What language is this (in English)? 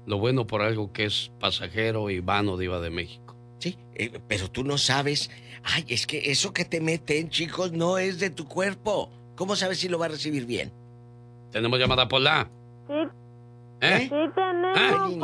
Spanish